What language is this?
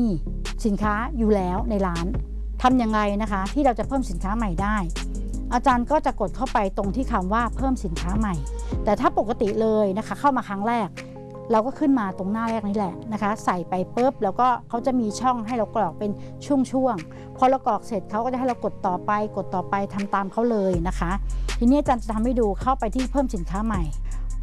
Thai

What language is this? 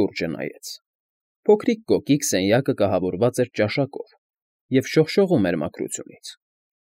Armenian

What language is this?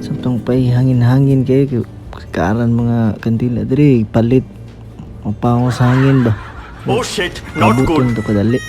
Cebuano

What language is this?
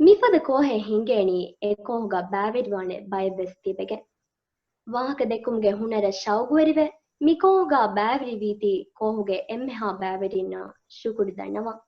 Divehi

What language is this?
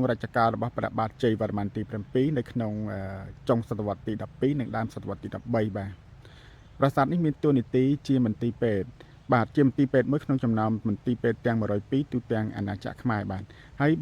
Khmer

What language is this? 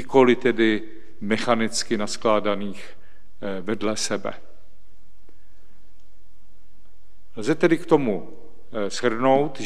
Czech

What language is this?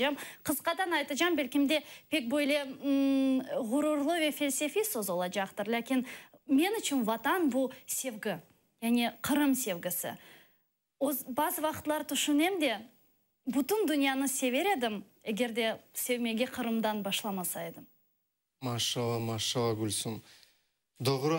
Crimean Tatar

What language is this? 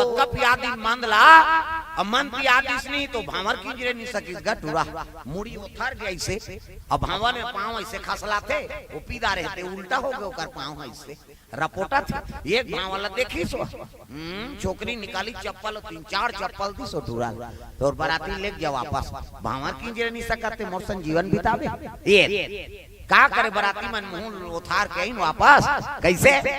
Chhattisgarhi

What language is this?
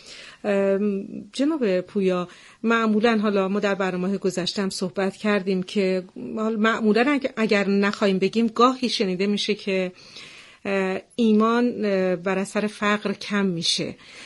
Persian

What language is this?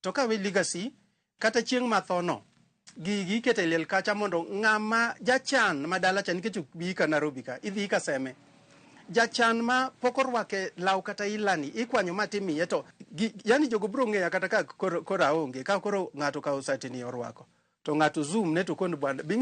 Luo (Kenya and Tanzania)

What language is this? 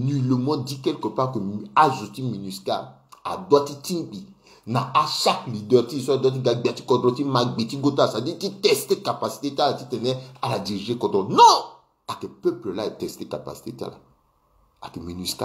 Sango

